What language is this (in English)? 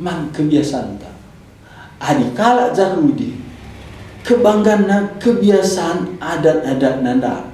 Batak Karo